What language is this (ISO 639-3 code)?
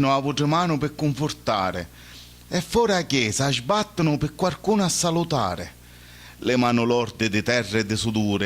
scn